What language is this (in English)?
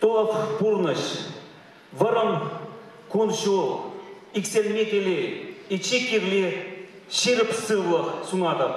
Chuvash